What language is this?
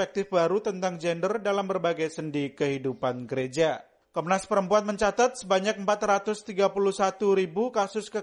Indonesian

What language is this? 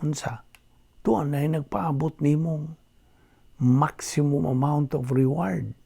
Cebuano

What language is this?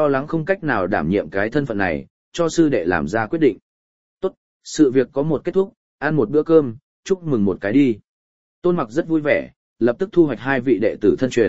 Vietnamese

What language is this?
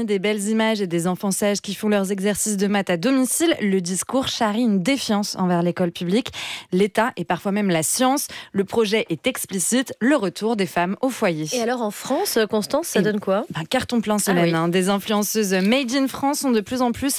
French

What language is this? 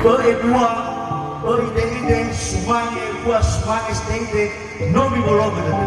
Nias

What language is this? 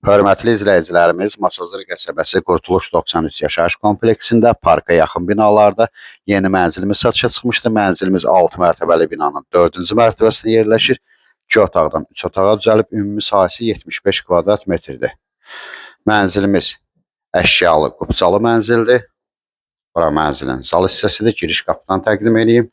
Azerbaijani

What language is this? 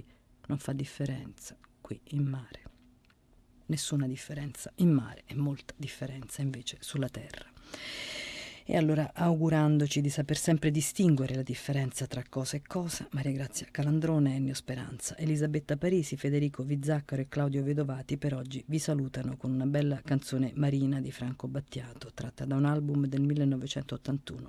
Italian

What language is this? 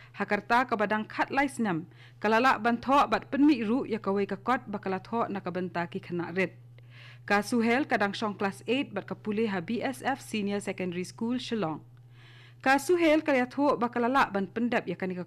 Khasi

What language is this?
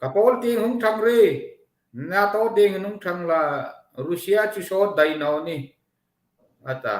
Hmar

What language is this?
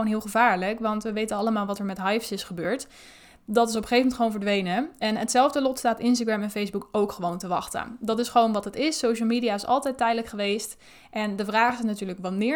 Dutch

